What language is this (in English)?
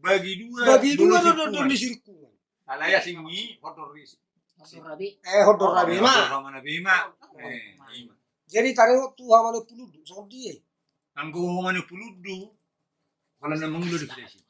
Batak Toba